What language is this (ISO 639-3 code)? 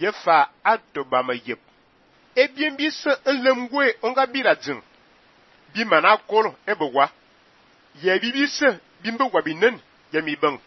fan